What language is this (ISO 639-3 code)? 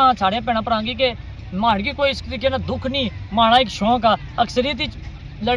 phr